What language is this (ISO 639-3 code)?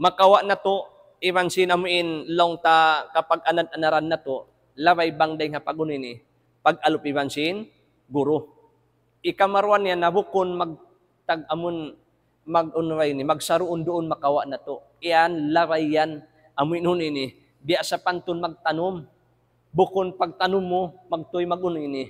tsg